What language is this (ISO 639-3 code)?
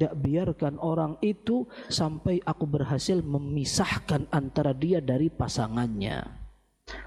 ind